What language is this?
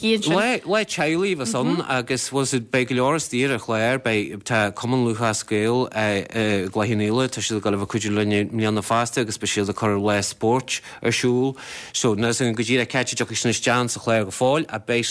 Irish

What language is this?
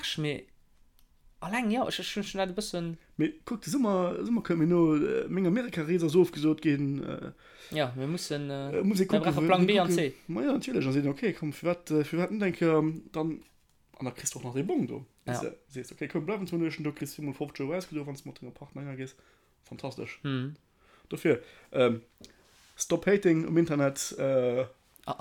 Luxembourgish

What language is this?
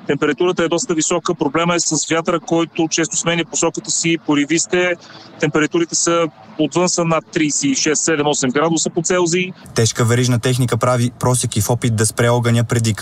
Bulgarian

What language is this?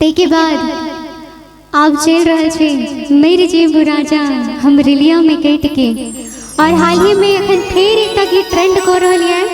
Maithili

